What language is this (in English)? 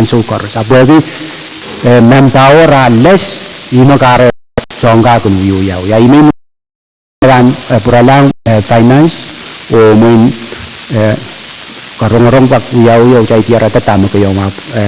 Pohnpeian